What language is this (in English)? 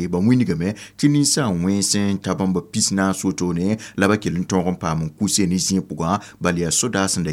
Mossi